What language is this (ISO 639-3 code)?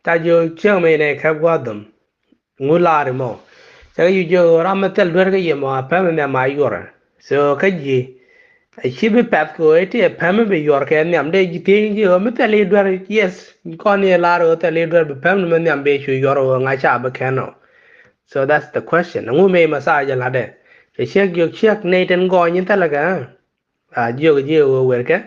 nus